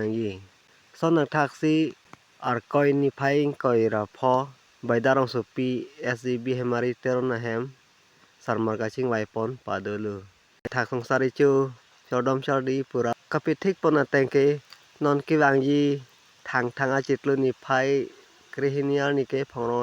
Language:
Karbi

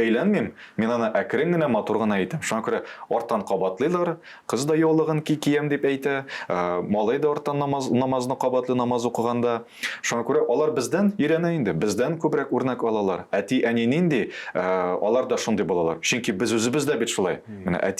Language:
Tatar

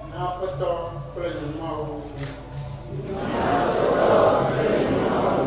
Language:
Ewe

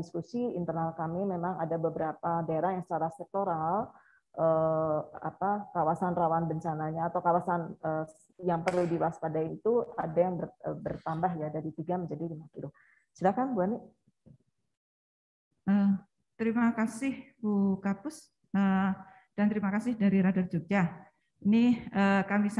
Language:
Indonesian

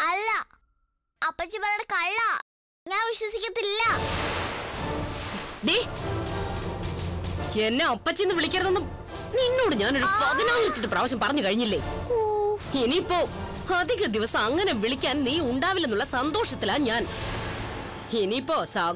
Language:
Malayalam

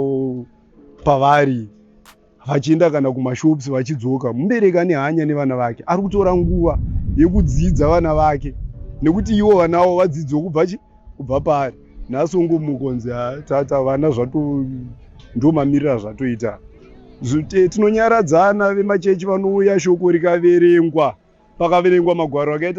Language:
Shona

